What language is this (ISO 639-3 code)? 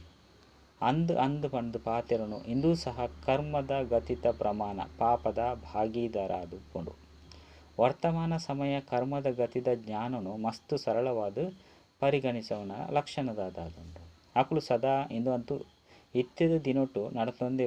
tcy